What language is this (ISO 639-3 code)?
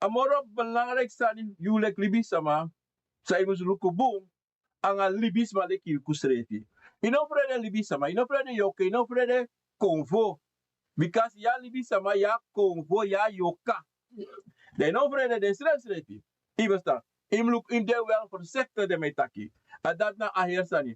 srn